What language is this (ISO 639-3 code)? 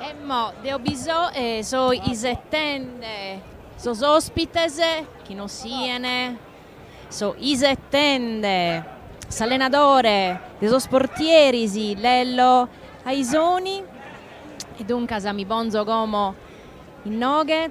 srd